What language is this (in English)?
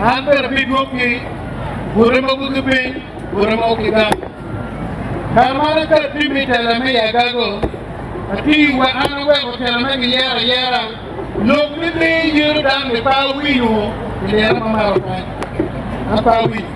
Acoli